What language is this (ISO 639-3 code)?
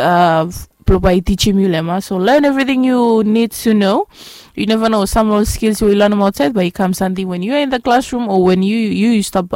bis